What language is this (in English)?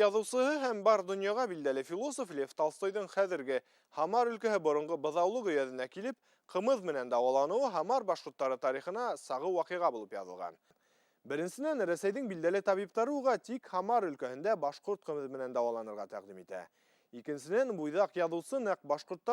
Bashkir